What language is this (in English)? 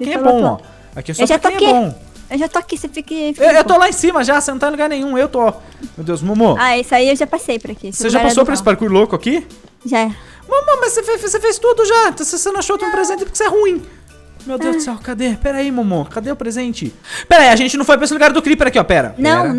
Portuguese